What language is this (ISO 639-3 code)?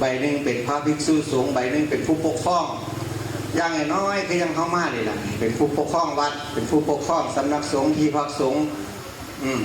tts